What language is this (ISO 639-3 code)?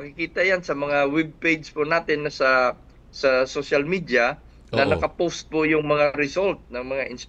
fil